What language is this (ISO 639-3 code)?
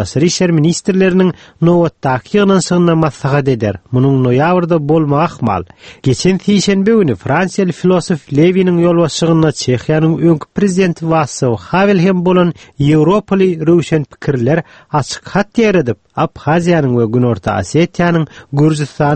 kir